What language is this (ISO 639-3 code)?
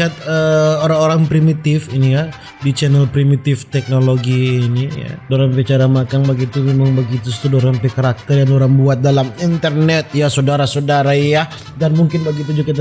xmm